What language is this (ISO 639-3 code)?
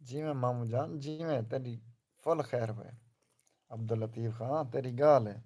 skr